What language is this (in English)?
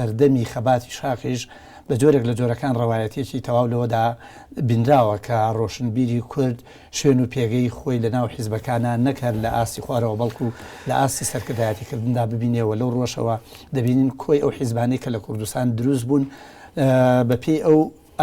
Central Kurdish